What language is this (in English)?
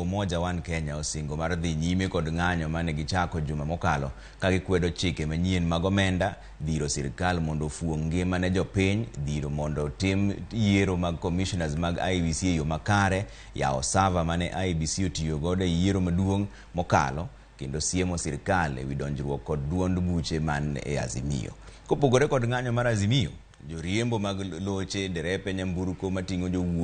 Luo (Kenya and Tanzania)